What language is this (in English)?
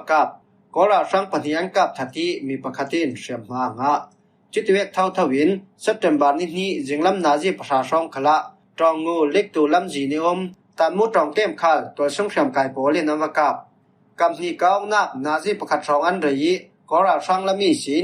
Falam Chin